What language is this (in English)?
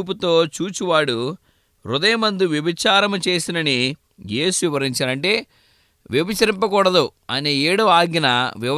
Telugu